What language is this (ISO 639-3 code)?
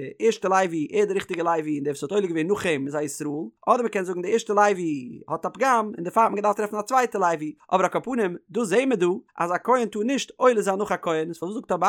yid